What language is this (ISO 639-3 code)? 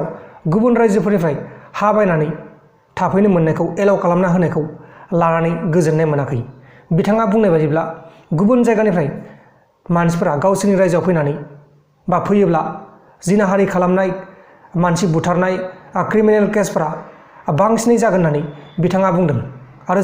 brx